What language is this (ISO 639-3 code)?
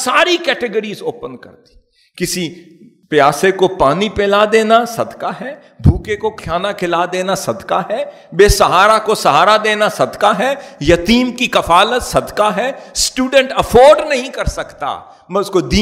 urd